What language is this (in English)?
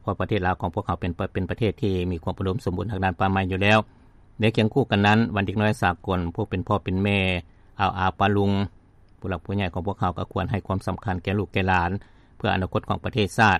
Lao